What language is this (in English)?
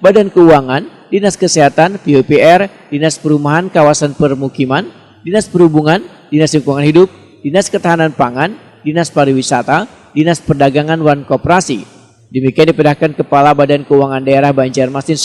Banjar